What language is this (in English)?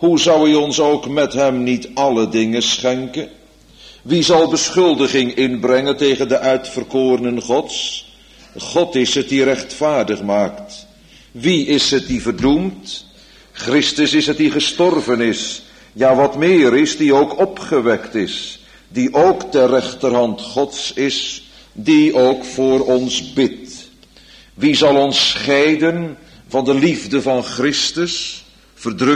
Dutch